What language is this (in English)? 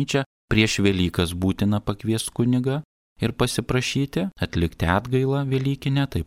Lithuanian